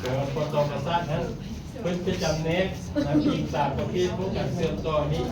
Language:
Lao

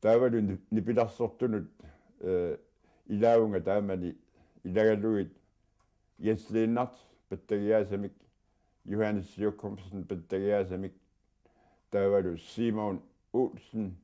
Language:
Kalaallisut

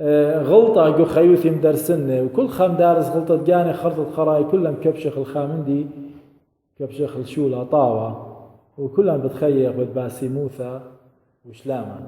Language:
Assyrian Neo-Aramaic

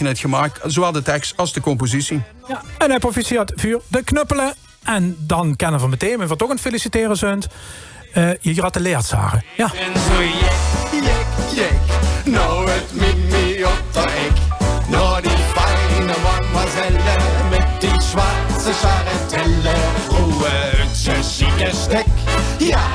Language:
Limburgish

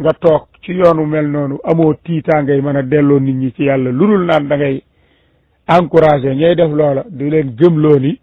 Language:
Wolof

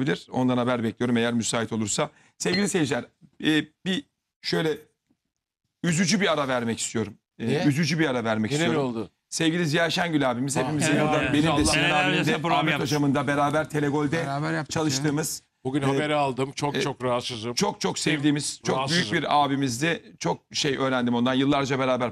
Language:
Turkish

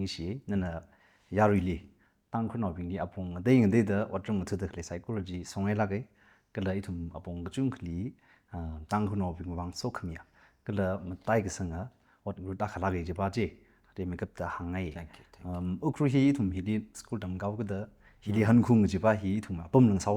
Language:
Tangkhul Naga (India)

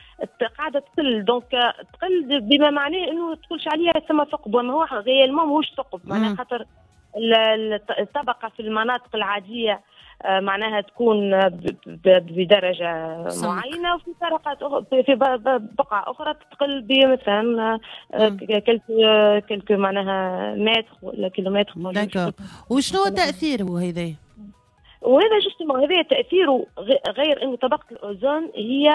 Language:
Tunisian Arabic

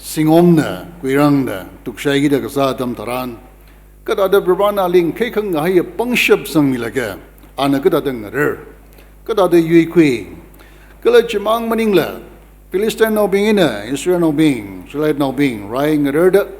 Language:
Tangkhul Naga (India)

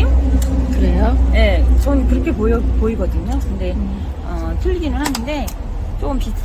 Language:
Korean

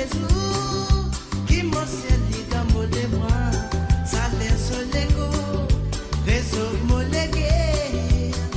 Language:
Morisyen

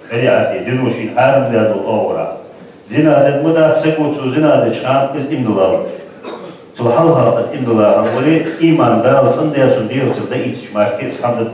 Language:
Ingush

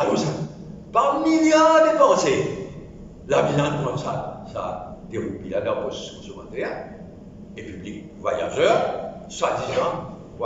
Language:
Morisyen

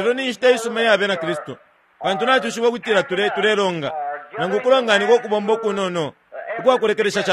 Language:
Bemba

